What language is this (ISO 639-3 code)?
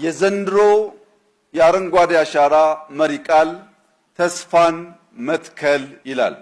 amh